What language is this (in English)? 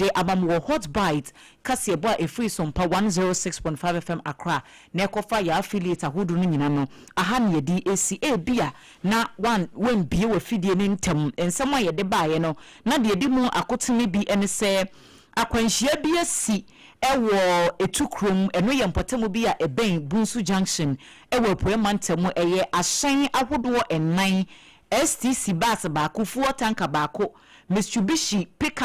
Akan